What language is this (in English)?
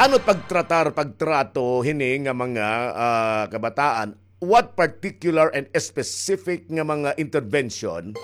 Waray